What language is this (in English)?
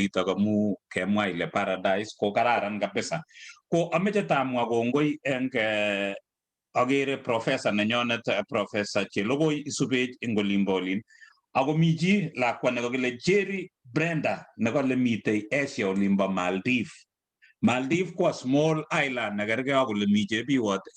Kalenjin